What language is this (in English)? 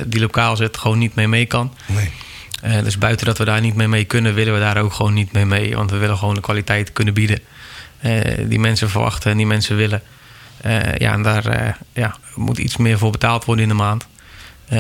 Dutch